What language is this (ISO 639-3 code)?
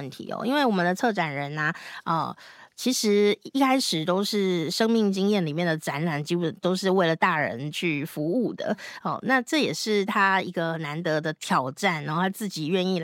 zho